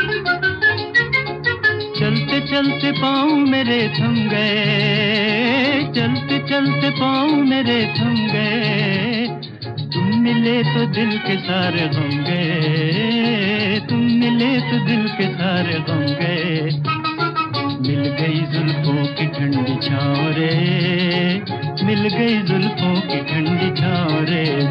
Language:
Hindi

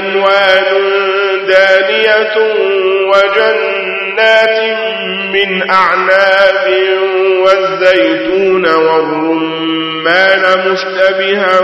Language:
Arabic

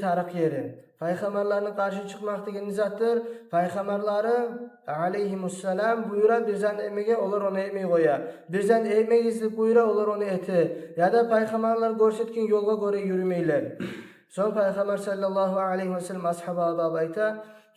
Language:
Kumyk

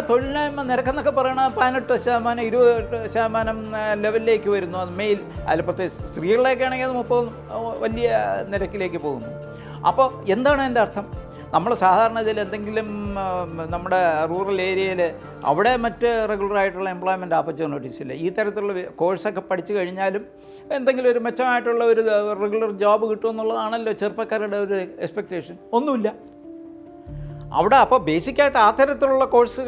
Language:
Malayalam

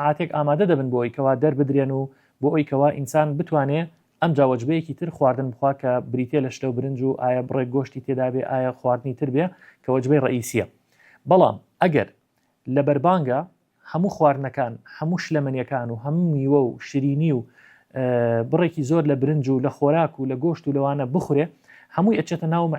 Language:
Central Kurdish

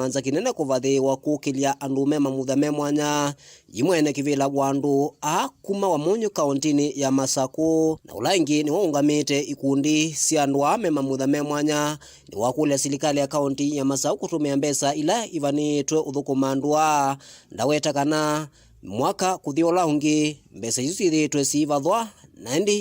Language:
Kamba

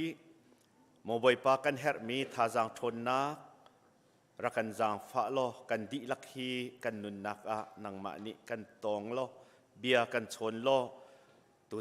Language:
Hakha Chin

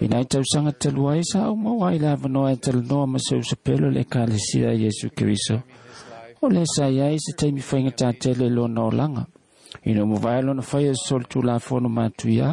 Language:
Samoan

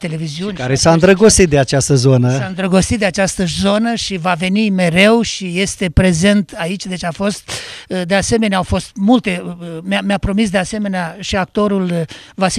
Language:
Romanian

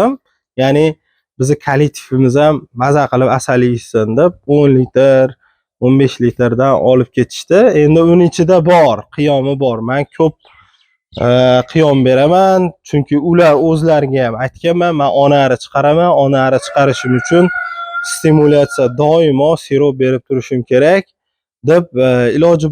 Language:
Uzbek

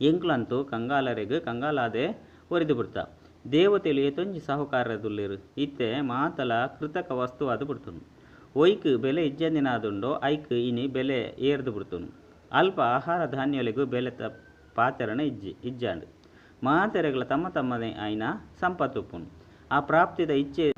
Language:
Tulu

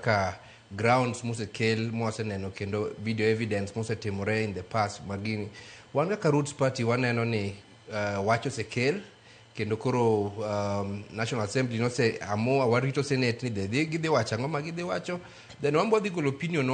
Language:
Luo (Kenya and Tanzania)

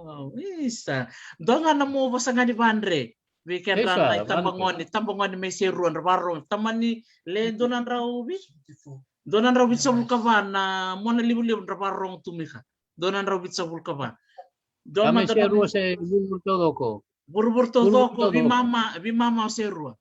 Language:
Fijian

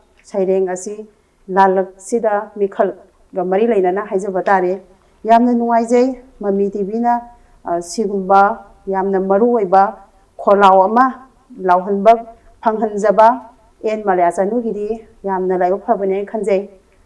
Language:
Manipuri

